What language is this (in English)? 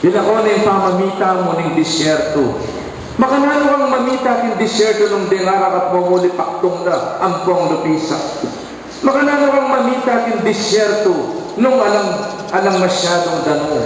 Pampanga